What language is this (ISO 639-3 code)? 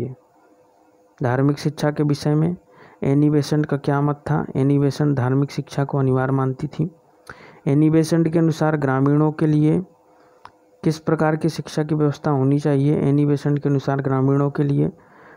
hin